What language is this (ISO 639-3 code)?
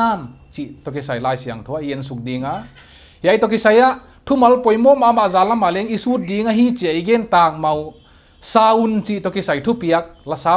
pck